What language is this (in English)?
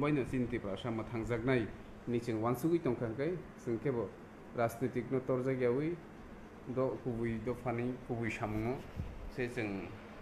Kok Borok